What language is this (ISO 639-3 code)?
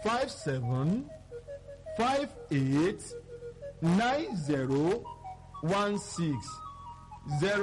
yor